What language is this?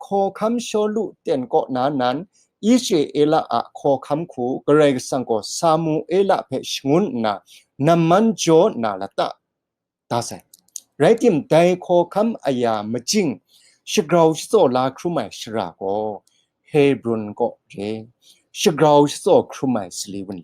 Kachin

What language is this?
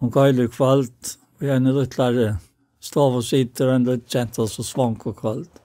Faroese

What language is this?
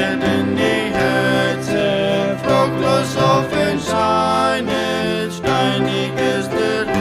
Plautdietsch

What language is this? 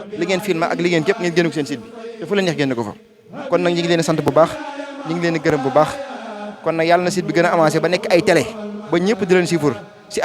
Wolof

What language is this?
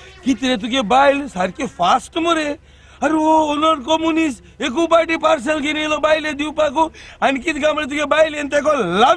Konkani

